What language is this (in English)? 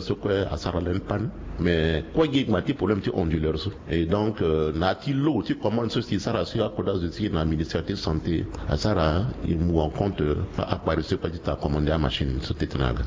Sango